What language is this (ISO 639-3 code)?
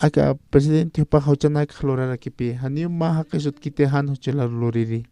aym